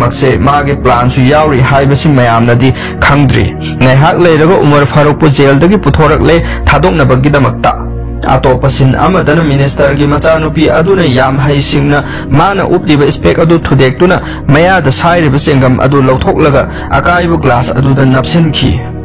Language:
Manipuri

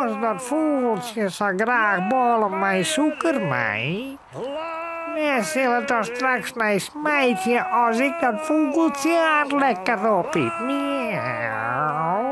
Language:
Western Frisian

